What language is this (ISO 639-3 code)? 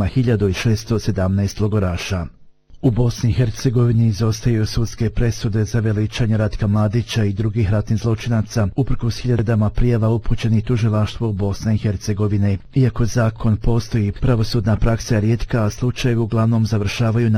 bos